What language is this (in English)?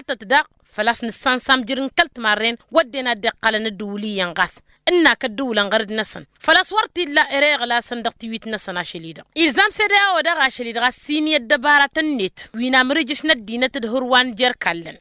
Tamasheq